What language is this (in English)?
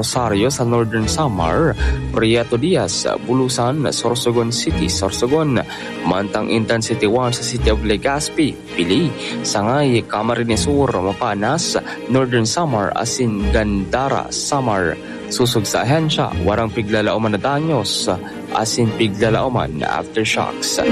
Bikol